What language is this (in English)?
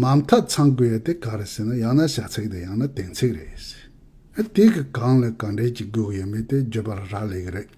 Tibetan